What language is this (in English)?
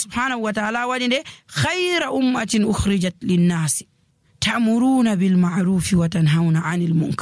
Nigerian Fulfulde